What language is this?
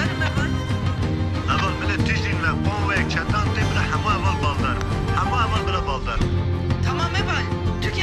Kurdish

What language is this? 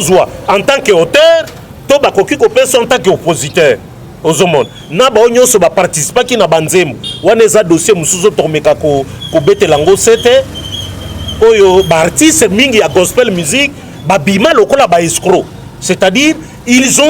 Lingala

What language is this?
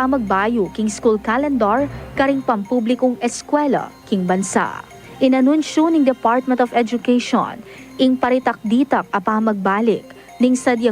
Pampanga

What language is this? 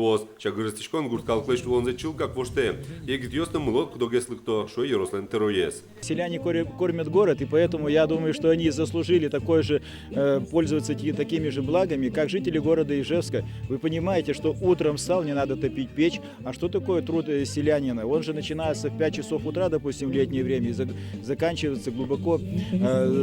Udmurt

